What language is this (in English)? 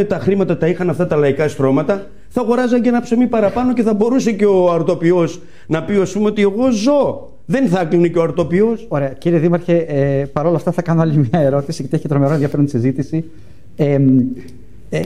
Greek